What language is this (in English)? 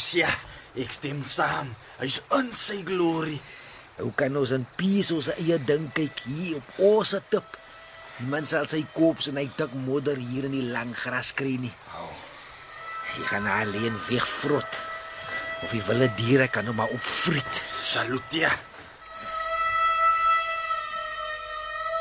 Afrikaans